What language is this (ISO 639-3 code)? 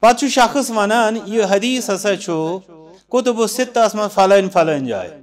kas